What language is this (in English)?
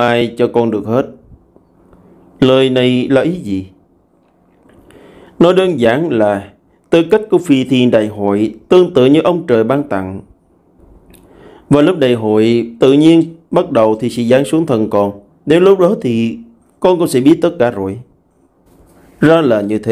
Vietnamese